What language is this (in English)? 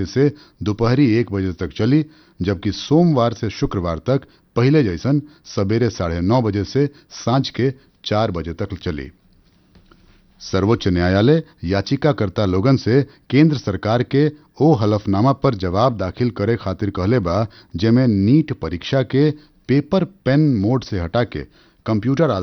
Bhojpuri